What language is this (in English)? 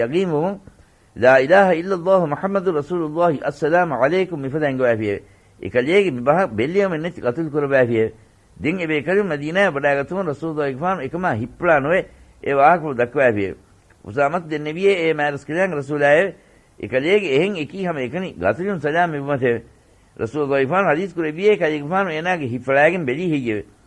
Divehi